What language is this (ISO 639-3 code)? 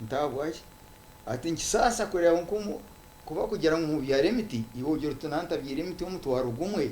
nyn